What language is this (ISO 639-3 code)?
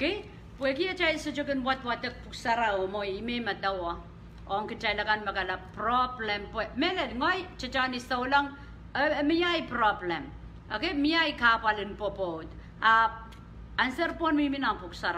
pon